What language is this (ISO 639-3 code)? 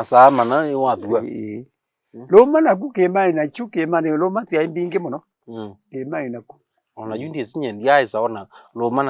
kam